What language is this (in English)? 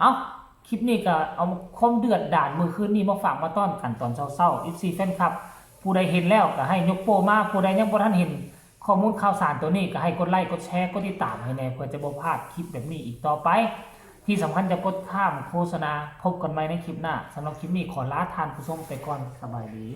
Northeastern Thai